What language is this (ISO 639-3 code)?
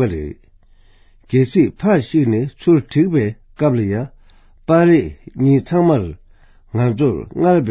bod